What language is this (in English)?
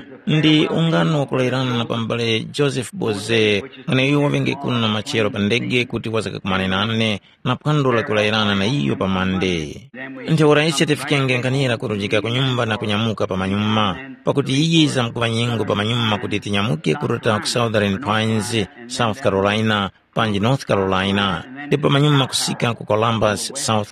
Tumbuka